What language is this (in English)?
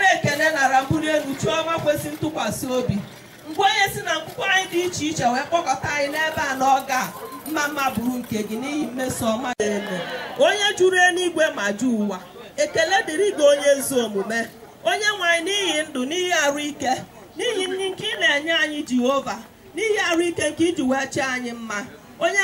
Igbo